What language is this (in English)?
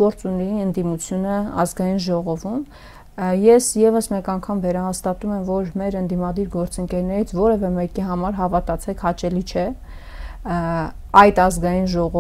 Armenian